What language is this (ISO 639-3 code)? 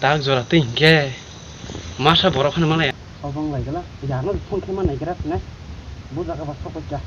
trp